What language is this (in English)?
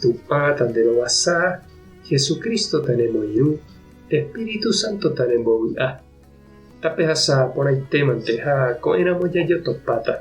Guarani